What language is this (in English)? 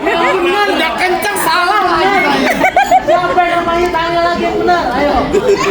Betawi